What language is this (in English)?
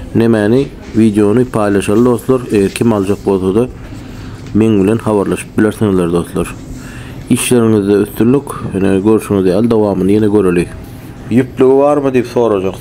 Turkmen